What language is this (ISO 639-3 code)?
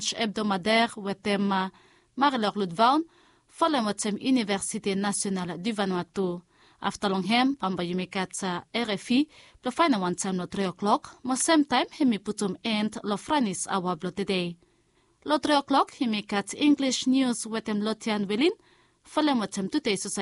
bis